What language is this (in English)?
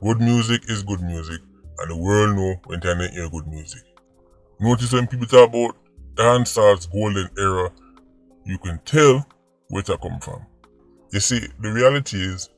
Jamaican Creole English